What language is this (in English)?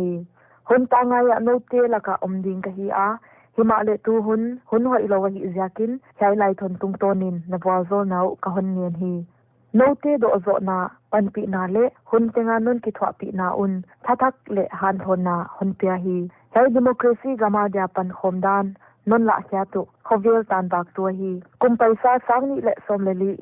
Paite Chin